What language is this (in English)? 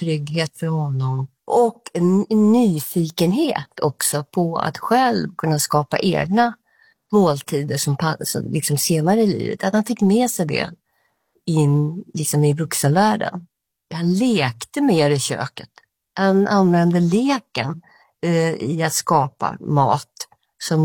Swedish